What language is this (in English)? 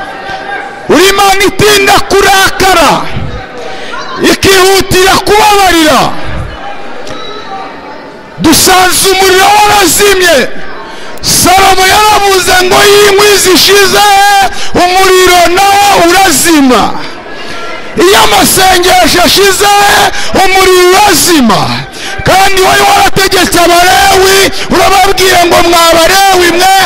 Kinyarwanda